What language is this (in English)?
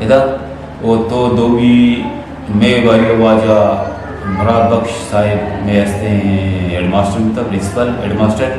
Eastern Balochi